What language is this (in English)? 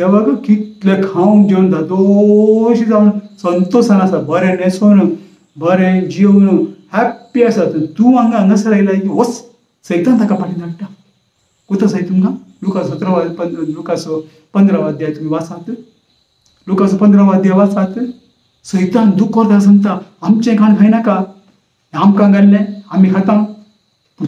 Konkani